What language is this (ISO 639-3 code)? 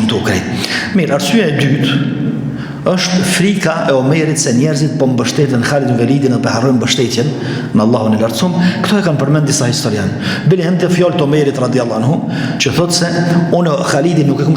sqi